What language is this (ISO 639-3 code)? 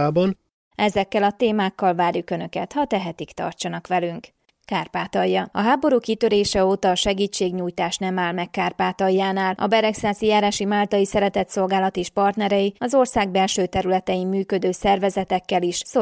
hun